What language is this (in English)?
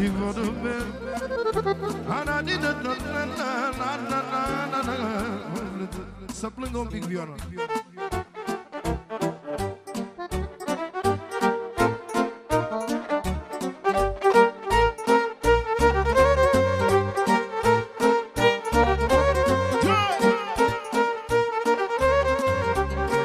Romanian